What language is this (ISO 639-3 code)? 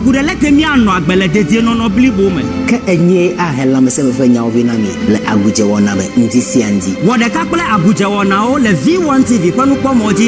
ewe